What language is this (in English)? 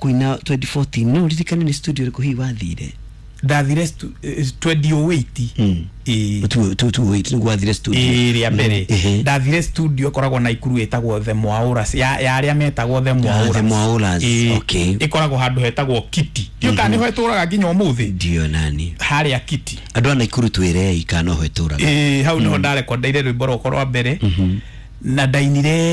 Kikuyu